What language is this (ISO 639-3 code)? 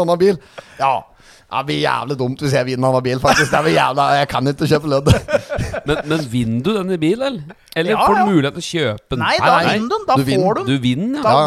nor